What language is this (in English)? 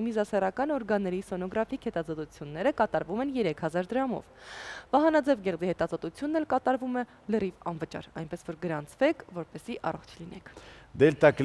Armenian